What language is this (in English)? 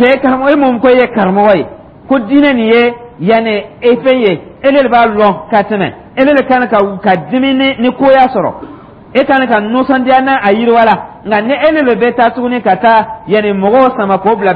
Dyula